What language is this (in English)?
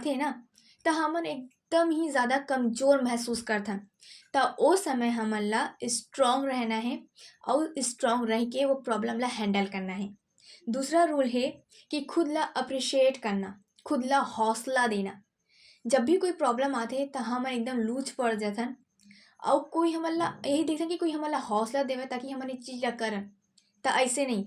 Chhattisgarhi